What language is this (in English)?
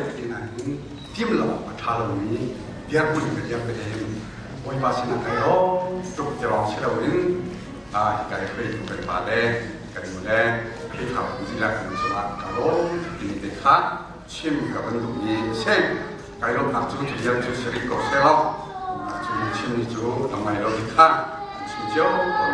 Hakha Chin